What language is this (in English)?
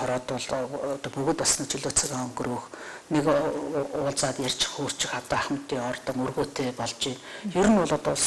Mongolian